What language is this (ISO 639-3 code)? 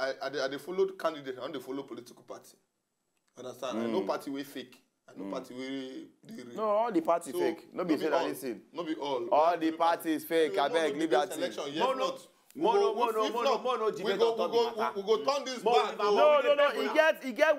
pcm